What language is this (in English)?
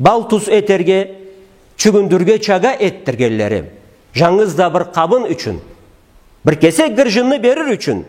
Karachay-Balkar